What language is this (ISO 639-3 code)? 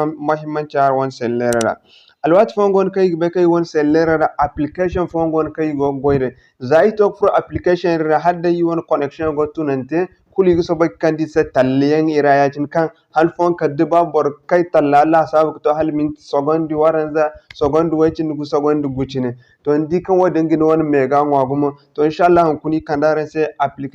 dje